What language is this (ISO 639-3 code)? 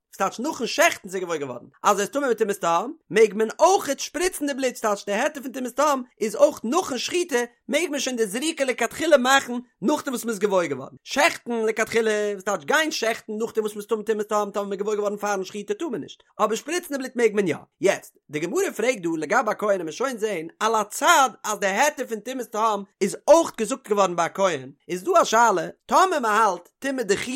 yid